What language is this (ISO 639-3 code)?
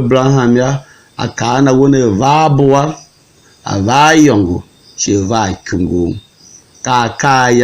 tiv